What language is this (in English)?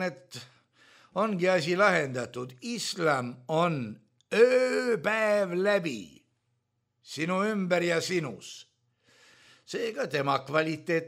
Estonian